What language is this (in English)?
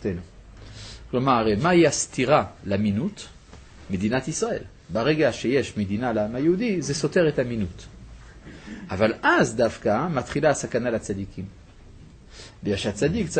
Hebrew